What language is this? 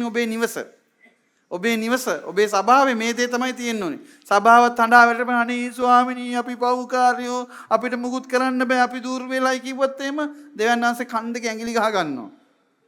Sinhala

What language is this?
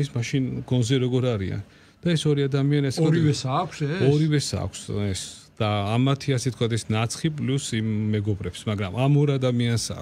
Georgian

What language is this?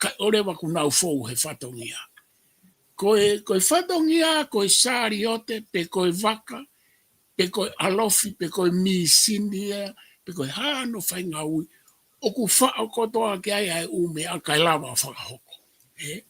Tongan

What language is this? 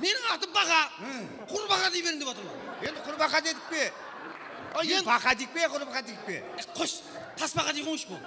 Kara-Kalpak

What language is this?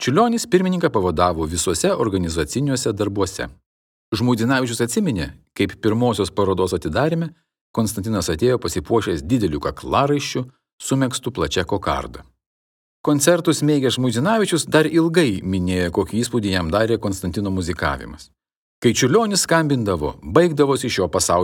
Lithuanian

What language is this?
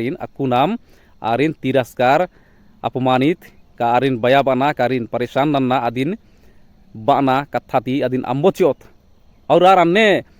Kurukh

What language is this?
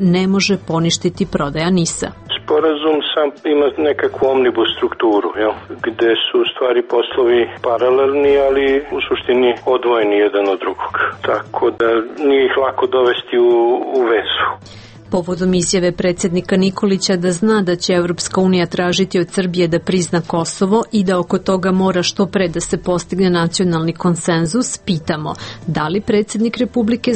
Serbian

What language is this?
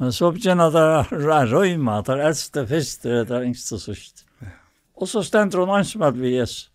Faroese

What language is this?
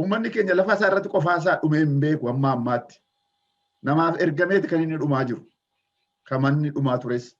Oromo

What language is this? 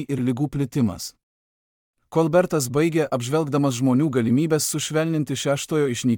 Lithuanian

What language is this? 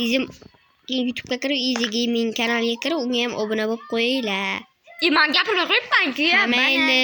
Uzbek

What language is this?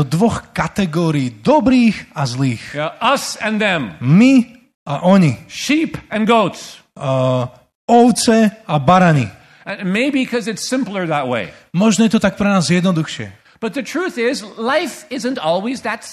Slovak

